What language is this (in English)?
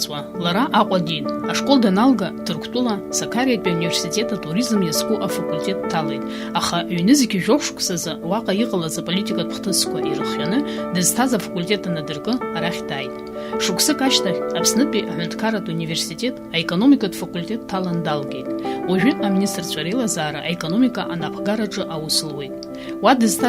Abkhazian